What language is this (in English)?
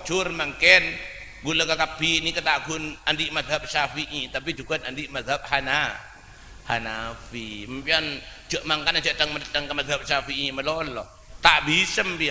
Madurese